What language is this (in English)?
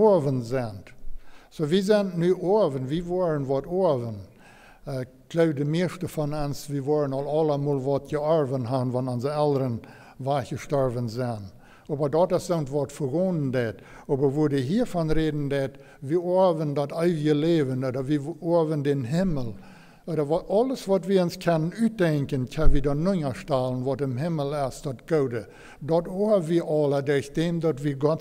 Plautdietsch